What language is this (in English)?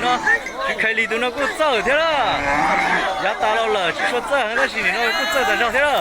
Hmong